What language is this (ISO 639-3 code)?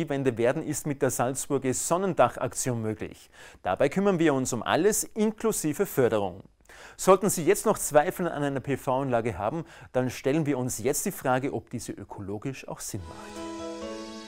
deu